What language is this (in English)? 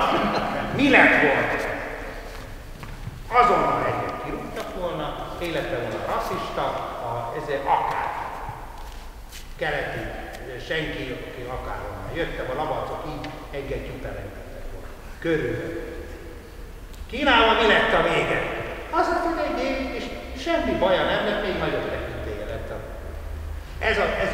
Hungarian